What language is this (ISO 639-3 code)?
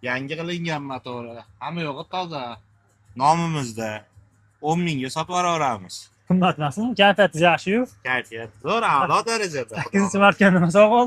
uzb